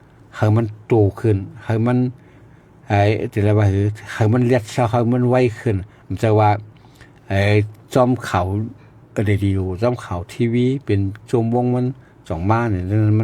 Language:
Shan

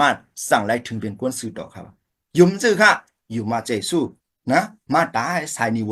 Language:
Shan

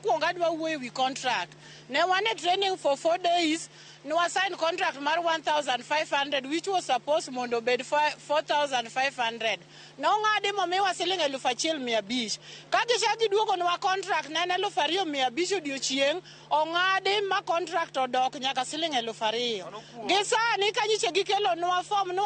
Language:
Luo (Kenya and Tanzania)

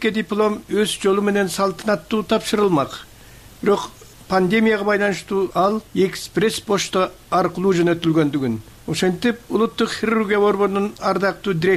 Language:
Kyrgyz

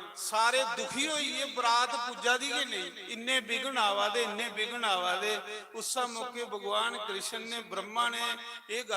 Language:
Dogri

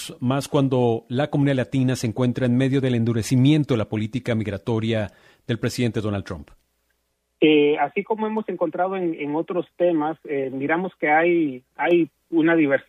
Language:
Spanish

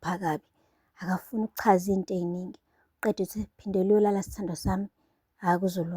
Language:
Zulu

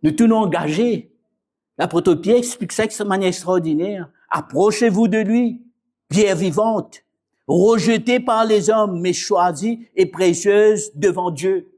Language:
Morisyen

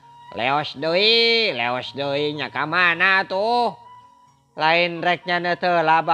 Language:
Sundanese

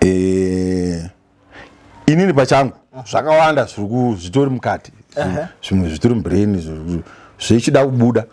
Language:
Shona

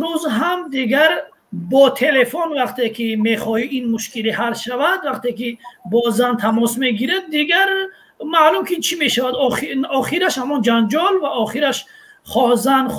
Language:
Tajik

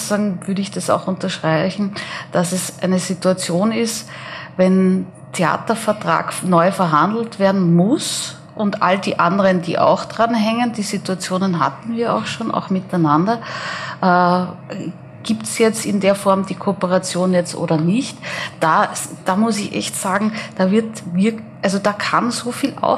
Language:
German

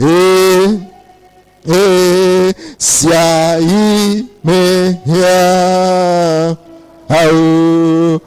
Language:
Ewe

